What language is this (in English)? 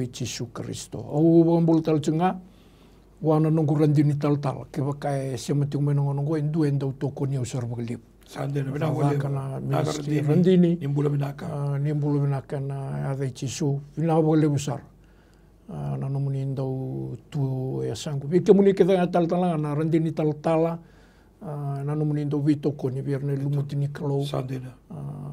Fijian